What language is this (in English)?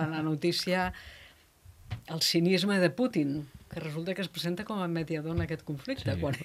Catalan